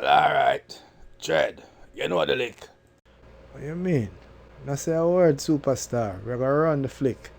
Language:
Jamaican Creole English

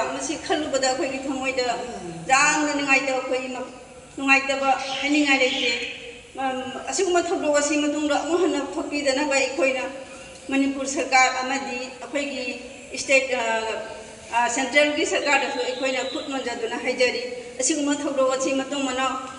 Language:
Manipuri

